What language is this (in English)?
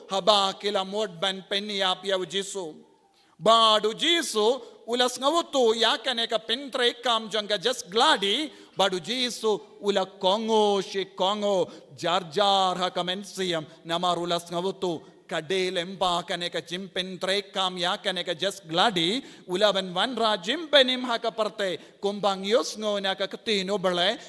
Khasi